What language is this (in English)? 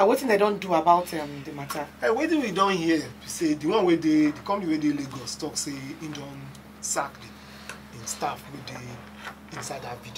Nigerian Pidgin